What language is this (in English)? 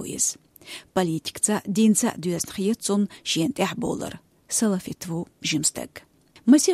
Chechen